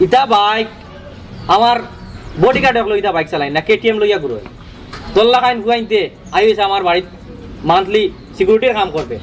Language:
Sylheti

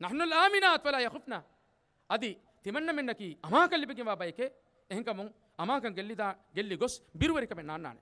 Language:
Divehi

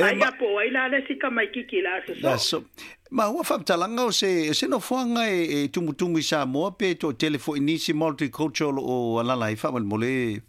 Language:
Samoan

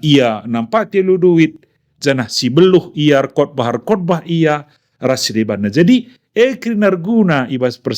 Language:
Batak Karo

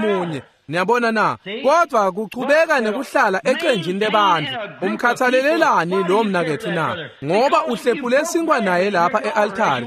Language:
Swati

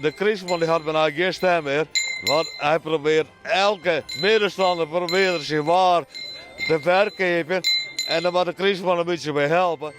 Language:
Western Frisian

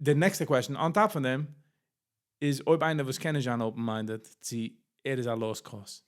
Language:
Yiddish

